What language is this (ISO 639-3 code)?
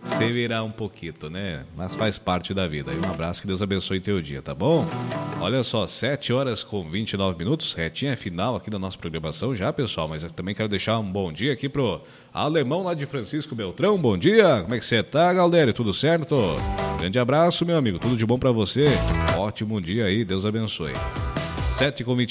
por